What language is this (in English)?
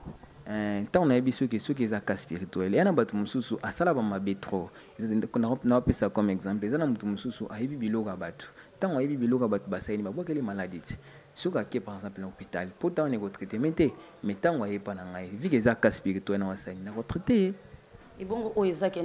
Lingala